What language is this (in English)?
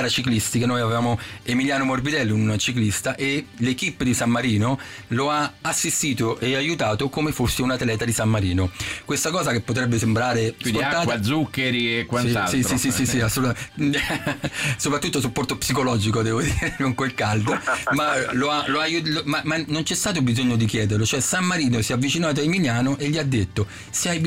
Italian